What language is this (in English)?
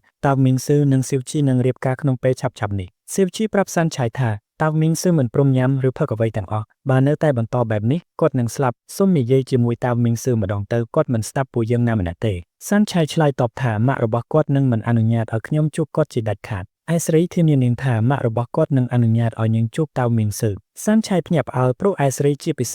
Khmer